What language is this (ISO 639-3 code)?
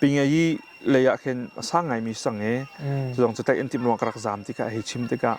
cnh